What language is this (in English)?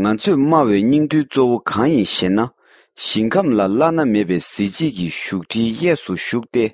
Tibetan